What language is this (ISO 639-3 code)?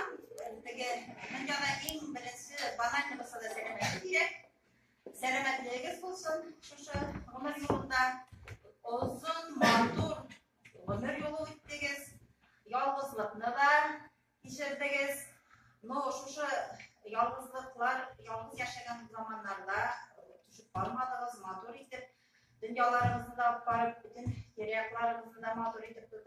tat